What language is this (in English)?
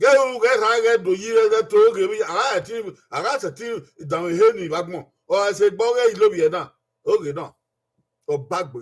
Bini